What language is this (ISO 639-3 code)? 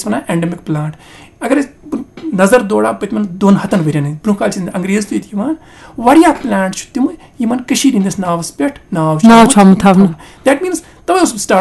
kas